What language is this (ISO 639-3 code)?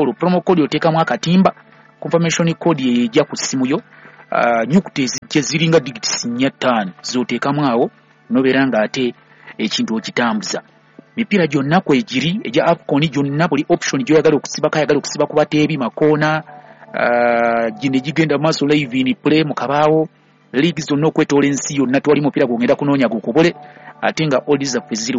lug